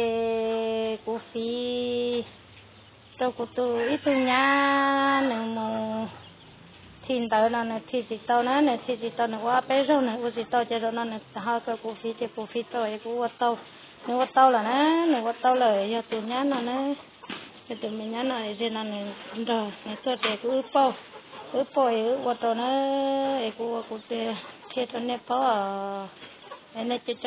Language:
Hmong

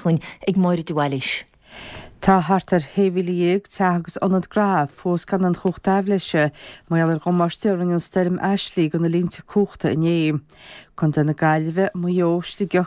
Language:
Irish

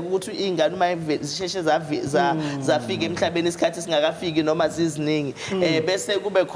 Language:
Zulu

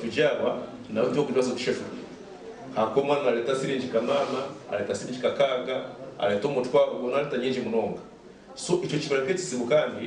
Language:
Nyankole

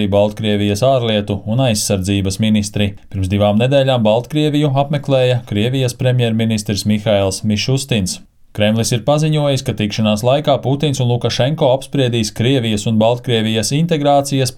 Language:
Latvian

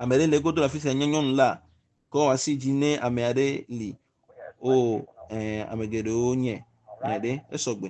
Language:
Ewe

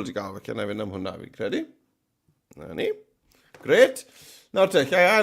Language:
Welsh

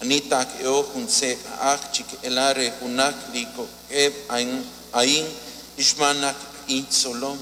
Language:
Kekchí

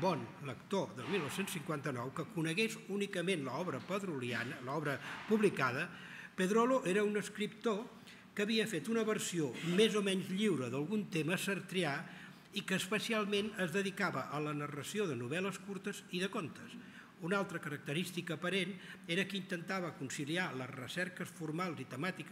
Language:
Catalan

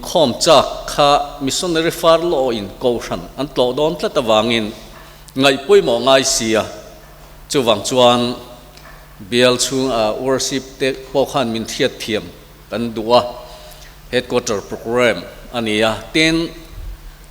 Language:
Mizo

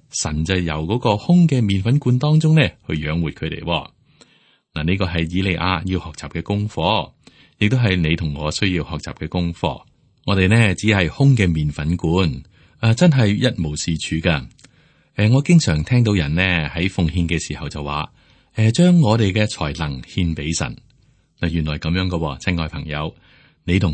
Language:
Cantonese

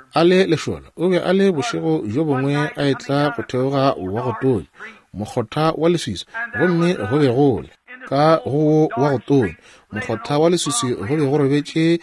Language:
Northern Sotho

